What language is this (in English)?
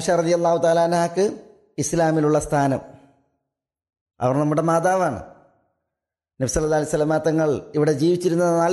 Malayalam